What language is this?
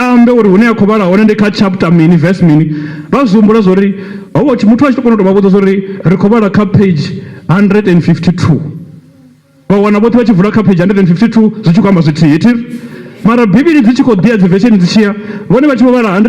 Venda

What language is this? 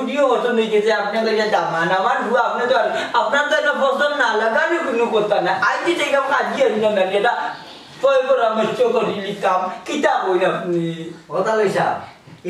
Sylheti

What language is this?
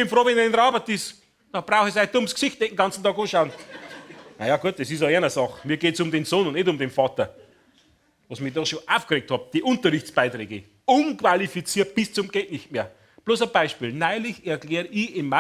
Bavarian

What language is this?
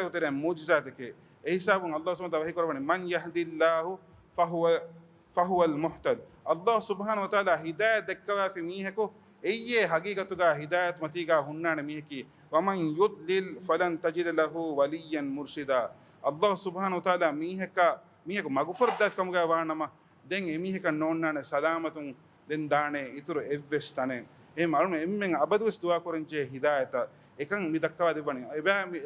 Divehi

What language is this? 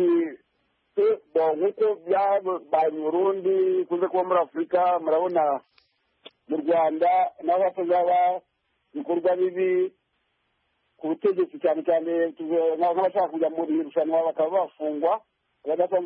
Kinyarwanda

